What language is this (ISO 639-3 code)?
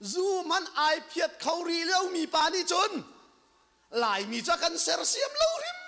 cnh